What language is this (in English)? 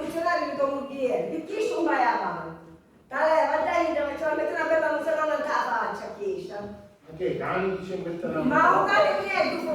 Sicilian